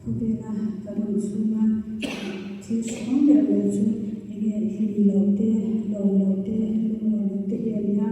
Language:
Mizo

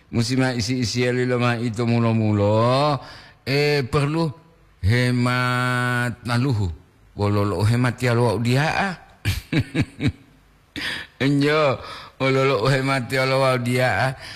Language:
Gorontalo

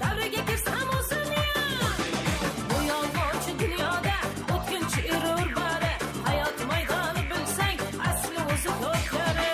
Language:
Kara-Kalpak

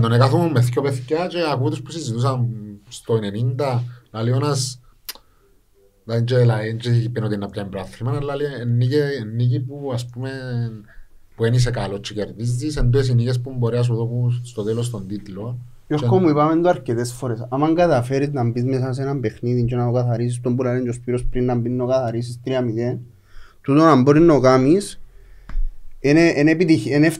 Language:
Greek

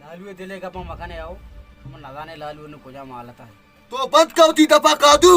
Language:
Baluchi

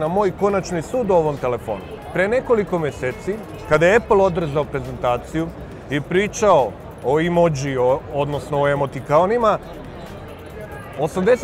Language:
Serbian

